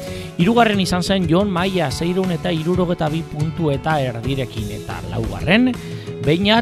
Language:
Basque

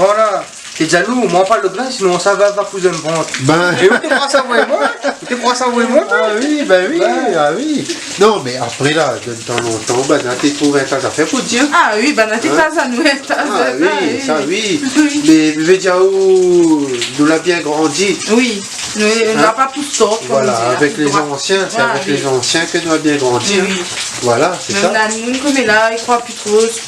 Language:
Réunion Creole French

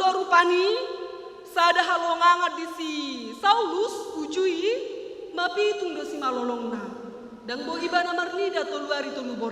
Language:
Batak Toba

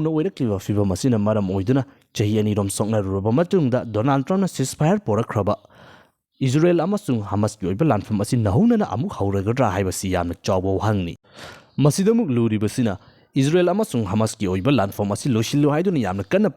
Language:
Manipuri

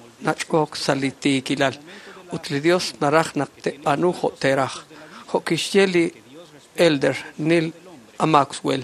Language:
Kekchí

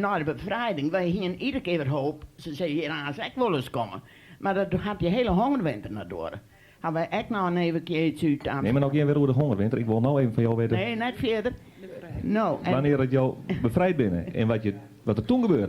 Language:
Western Frisian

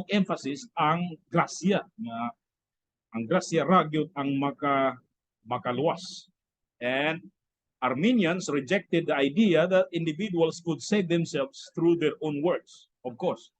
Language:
Cebuano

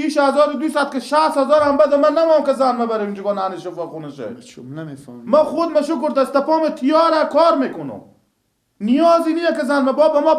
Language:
Persian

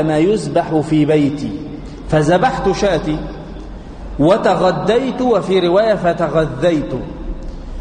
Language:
Arabic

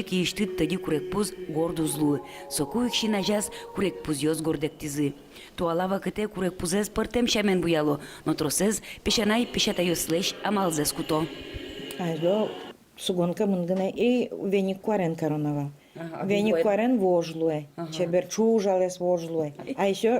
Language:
Udmurt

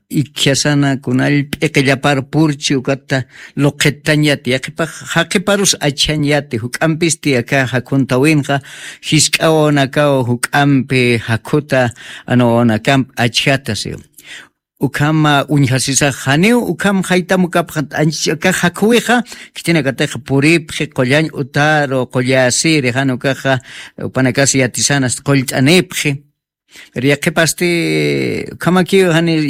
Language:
Aymara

